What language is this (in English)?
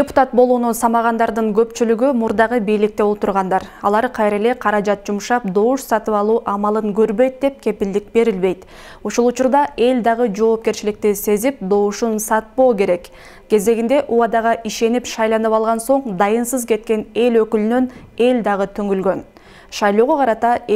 Kyrgyz